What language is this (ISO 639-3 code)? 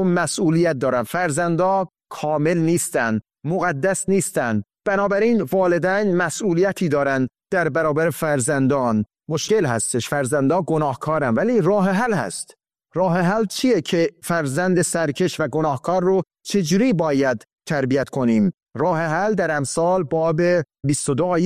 fas